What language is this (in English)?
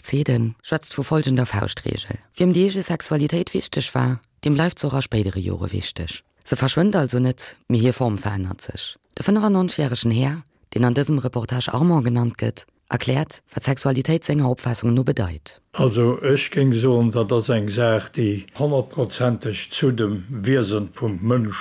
Luxembourgish